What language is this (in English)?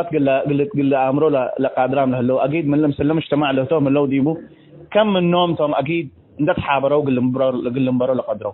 Tigre